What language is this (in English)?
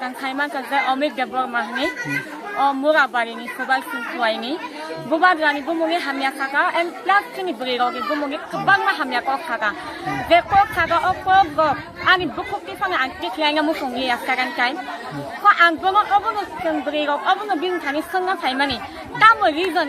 Kok Borok